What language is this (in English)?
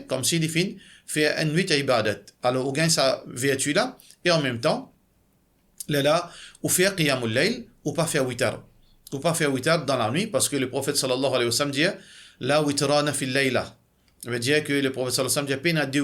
Morisyen